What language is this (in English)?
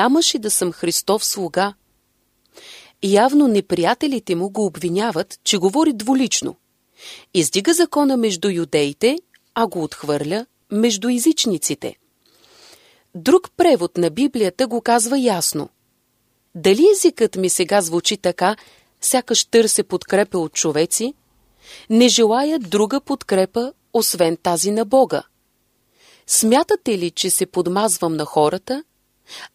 Bulgarian